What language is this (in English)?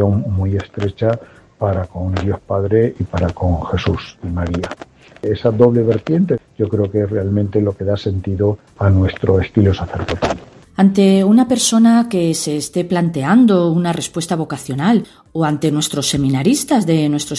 Spanish